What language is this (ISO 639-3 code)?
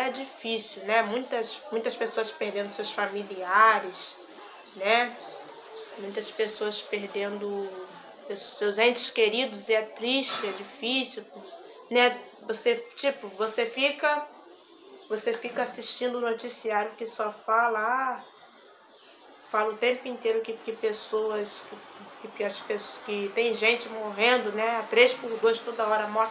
por